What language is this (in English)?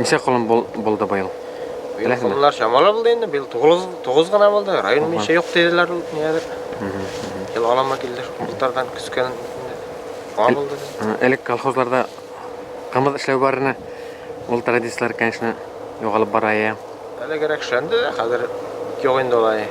Bashkir